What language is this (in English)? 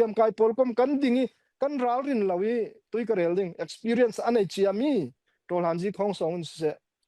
Falam Chin